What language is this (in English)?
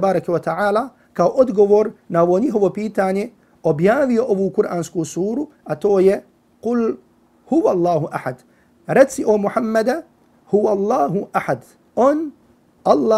Bosnian